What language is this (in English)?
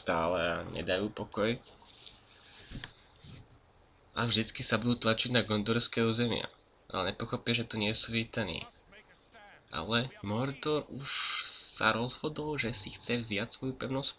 Slovak